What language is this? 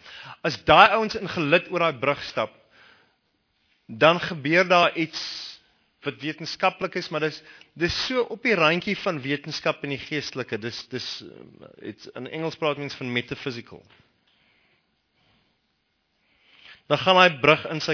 Afrikaans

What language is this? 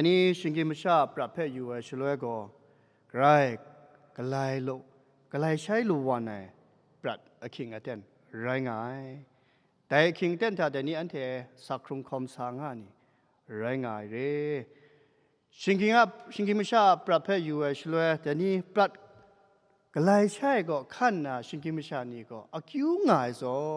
Kachin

